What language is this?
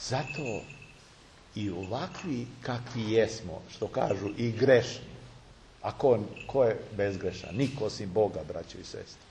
Serbian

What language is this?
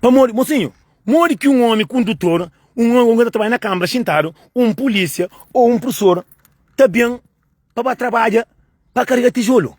Kabuverdianu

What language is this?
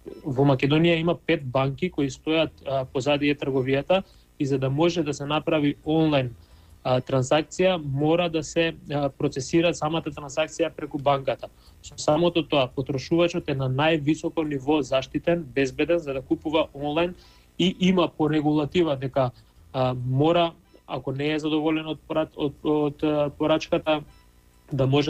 Macedonian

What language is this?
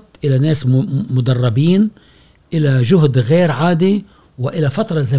Gulf Arabic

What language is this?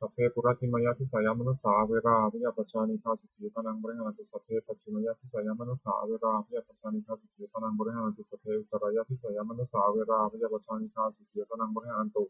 Pali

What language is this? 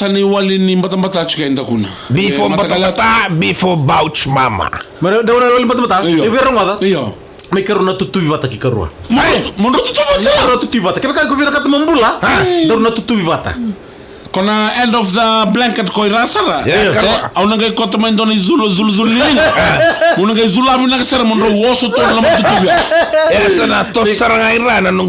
Fijian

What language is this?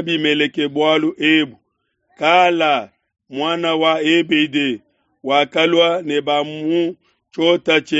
Luba-Lulua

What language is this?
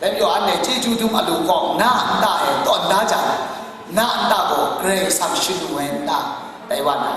Kachin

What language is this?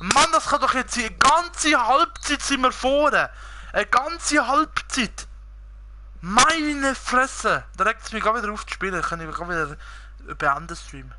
Swiss German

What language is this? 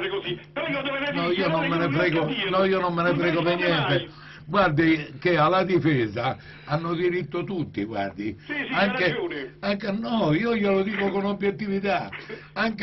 Italian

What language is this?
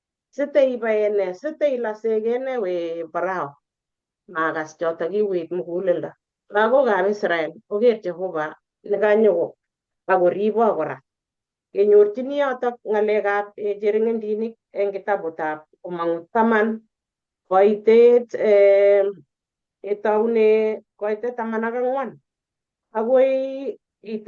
Kalenjin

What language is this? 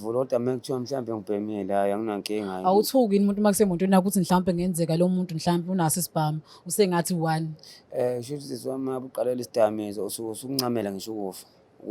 Zulu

